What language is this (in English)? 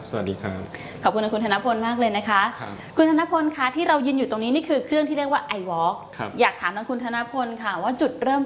Thai